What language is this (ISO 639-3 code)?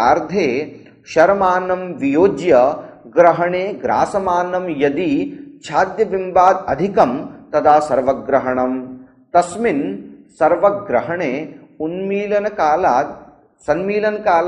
san